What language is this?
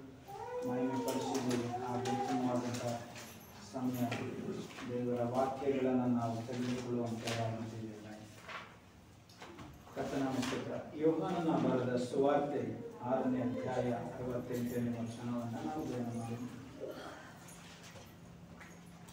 Kannada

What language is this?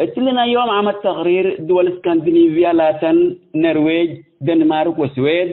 Tigre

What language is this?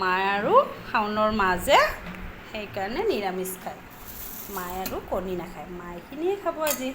Assamese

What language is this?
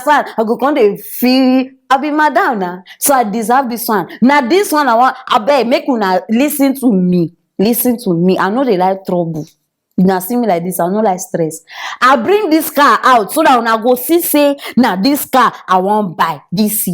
Nigerian Pidgin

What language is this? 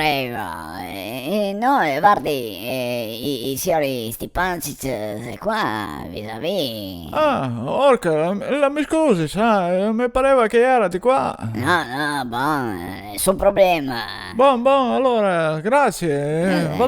Venetian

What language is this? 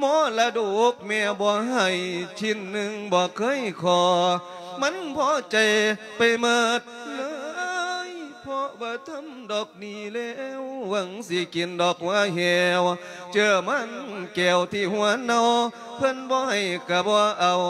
Lao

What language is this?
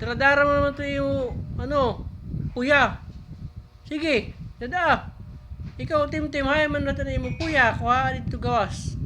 Waray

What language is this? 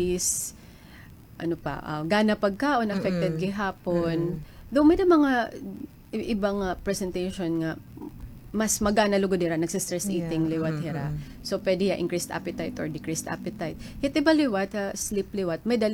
Waray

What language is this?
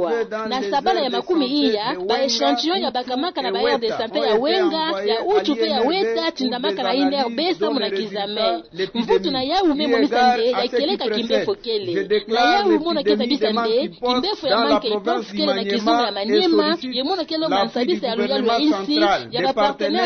Kituba (Democratic Republic of Congo)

